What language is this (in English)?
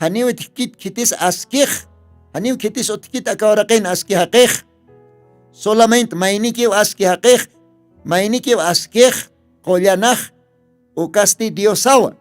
Aymara